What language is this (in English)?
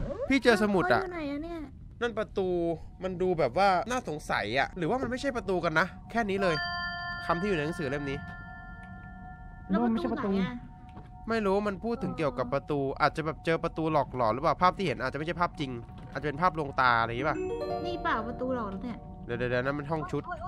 Thai